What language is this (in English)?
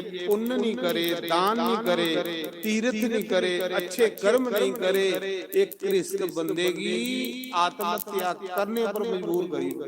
Dogri